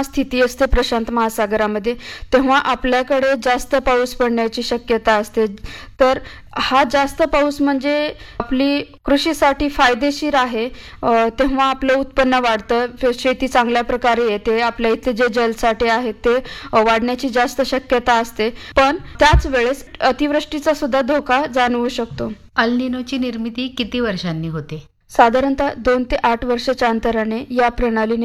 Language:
Marathi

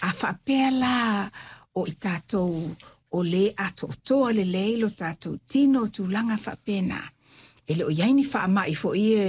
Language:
Samoan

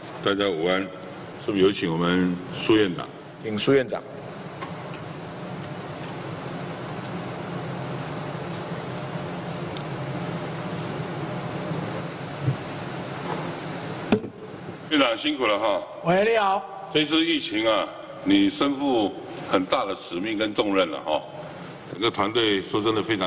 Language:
Chinese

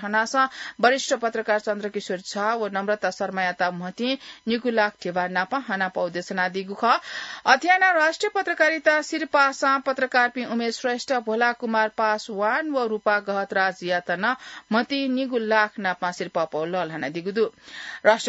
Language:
Newari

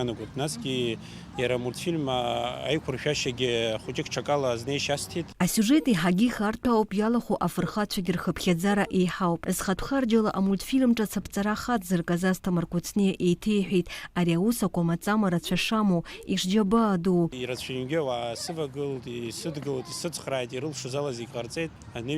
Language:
Abkhazian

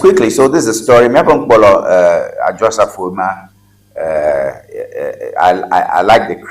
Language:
Ewe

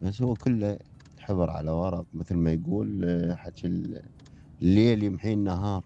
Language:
Mesopotamian Arabic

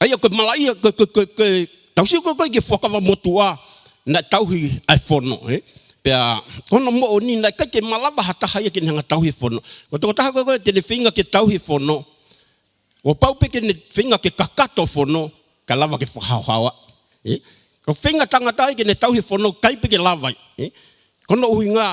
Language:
Tongan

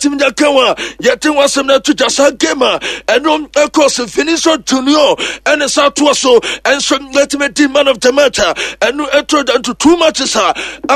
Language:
Akan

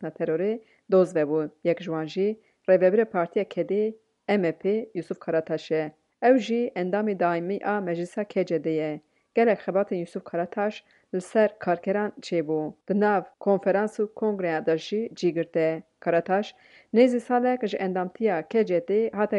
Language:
Kurdish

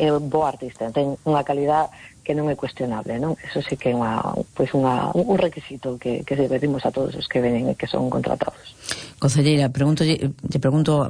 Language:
Galician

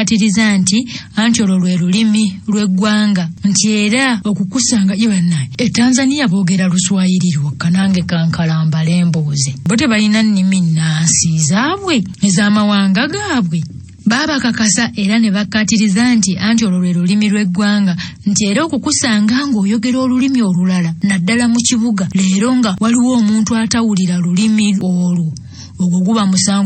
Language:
Ganda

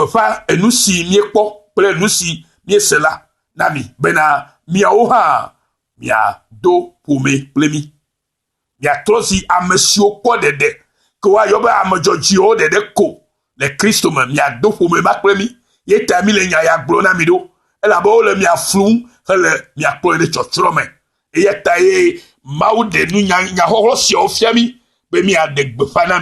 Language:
Ewe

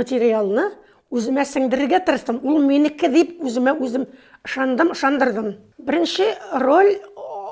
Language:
Tatar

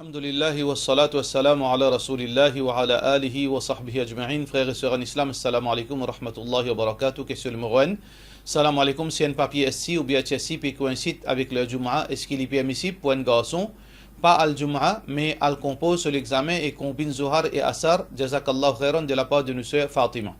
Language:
Morisyen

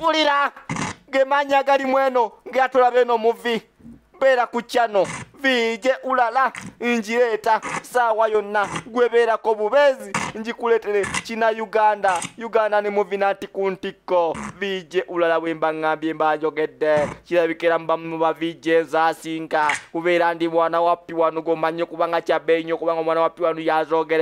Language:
Ganda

